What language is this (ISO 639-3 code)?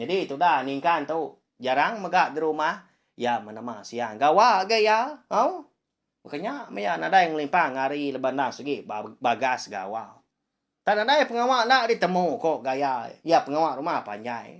iba